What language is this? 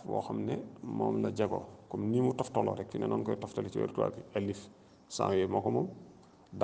Wolof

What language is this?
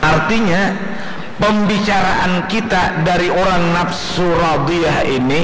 Banjar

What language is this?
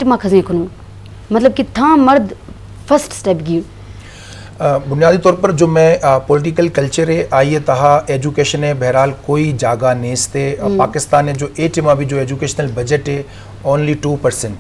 Baluchi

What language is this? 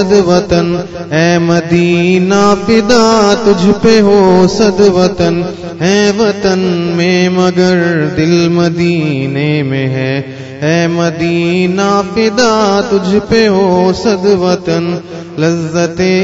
Urdu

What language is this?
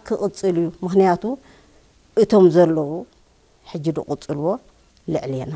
Tigrinya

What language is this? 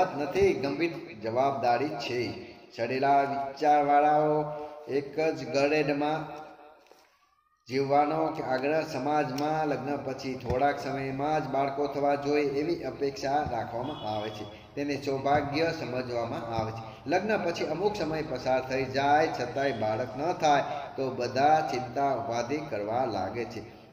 Gujarati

